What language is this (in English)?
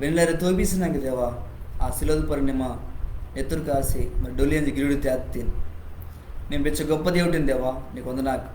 Koya